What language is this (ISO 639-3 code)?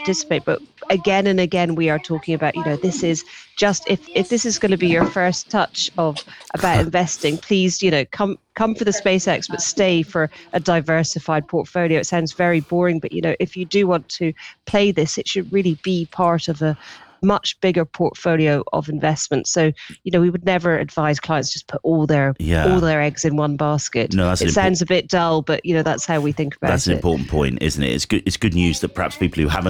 eng